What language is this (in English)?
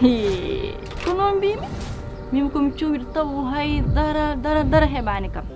Fula